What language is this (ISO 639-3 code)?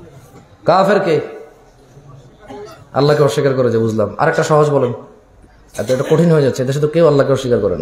ben